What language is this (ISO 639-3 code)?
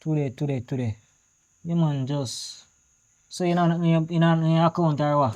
jam